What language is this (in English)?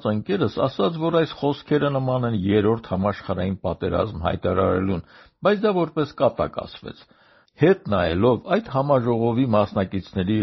Armenian